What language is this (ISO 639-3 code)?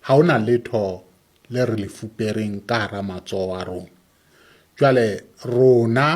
sot